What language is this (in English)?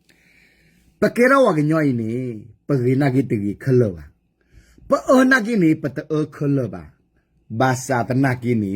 S'gaw Karen